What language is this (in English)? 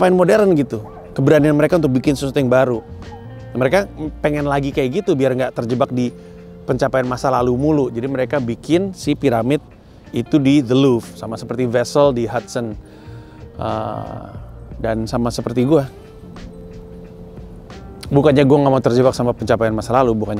Indonesian